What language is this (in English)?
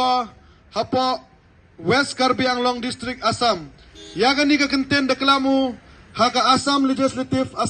Khasi